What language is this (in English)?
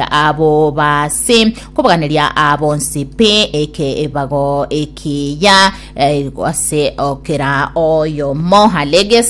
Gusii